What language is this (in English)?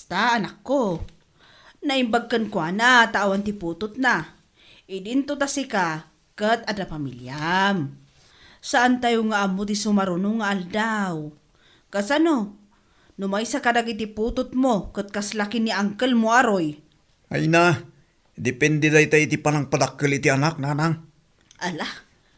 Iloko